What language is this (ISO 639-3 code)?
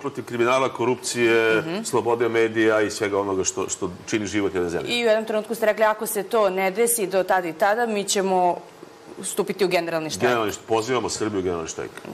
srp